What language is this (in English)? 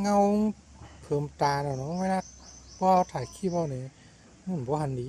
Shan